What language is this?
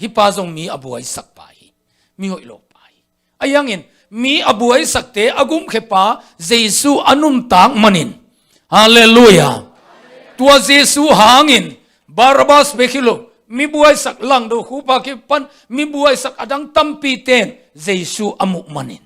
Tedim Chin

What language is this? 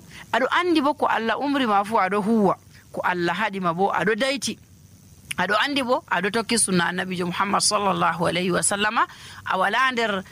Nigerian Fulfulde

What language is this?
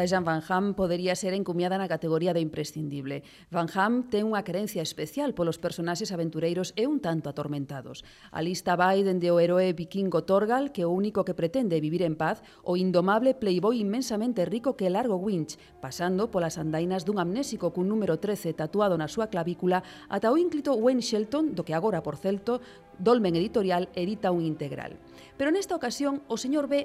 Galician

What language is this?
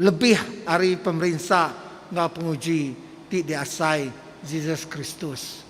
Iban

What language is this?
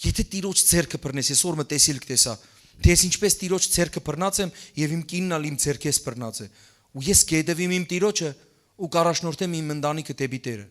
Western Armenian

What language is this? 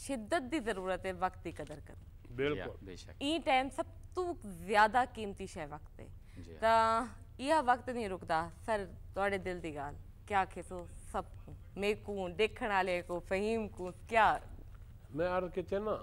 Saraiki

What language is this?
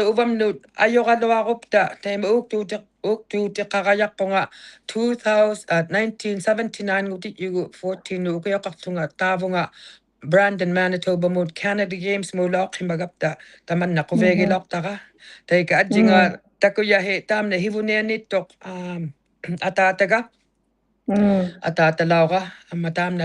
Inuktitut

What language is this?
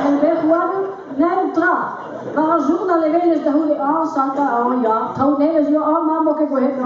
Breton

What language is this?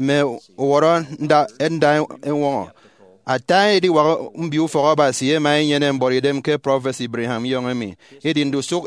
Efik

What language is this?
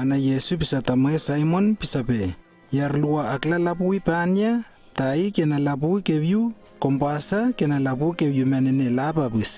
Lewo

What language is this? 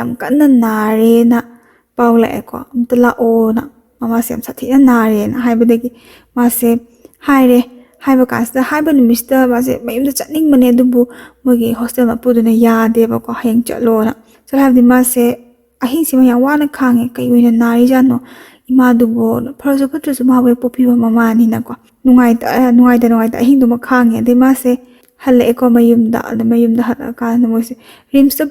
Manipuri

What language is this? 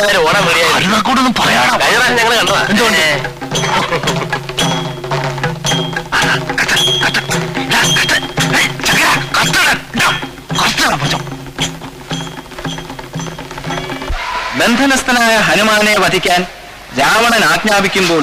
Malayalam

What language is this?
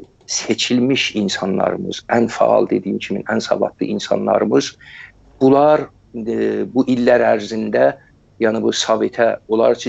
South Azerbaijani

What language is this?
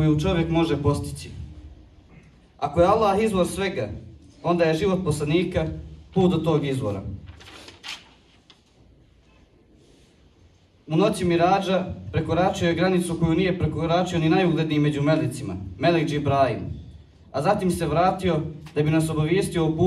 Bosnian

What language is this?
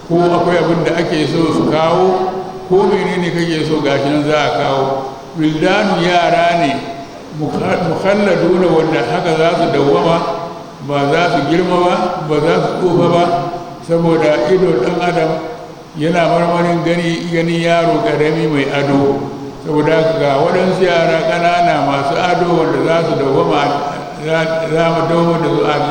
Hausa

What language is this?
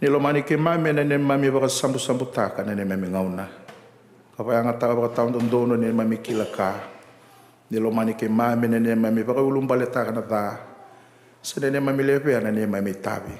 Fijian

